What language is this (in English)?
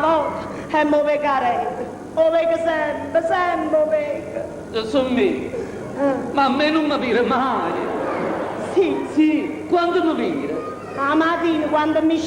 Neapolitan